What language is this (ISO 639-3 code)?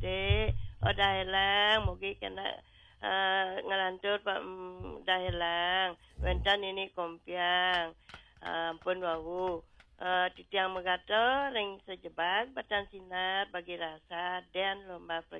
ban